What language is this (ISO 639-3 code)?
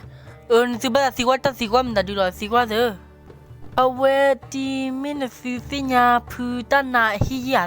ksw